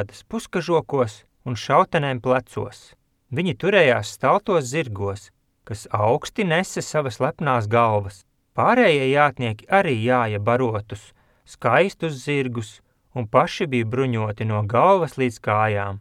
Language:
Latvian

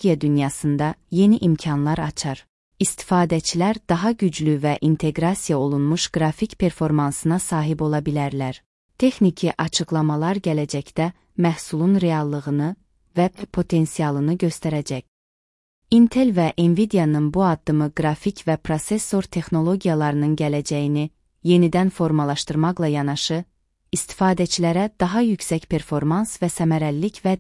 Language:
Azerbaijani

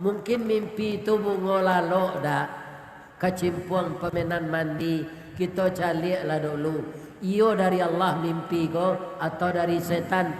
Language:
Minangkabau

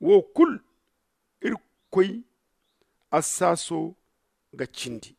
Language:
Zarma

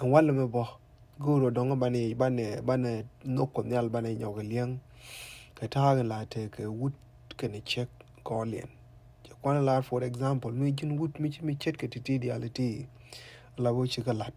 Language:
Nuer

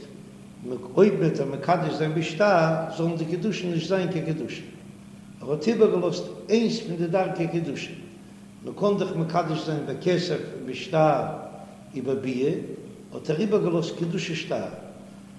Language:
Yiddish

